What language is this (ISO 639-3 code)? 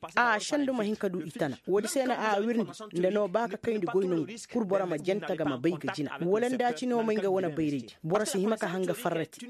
ses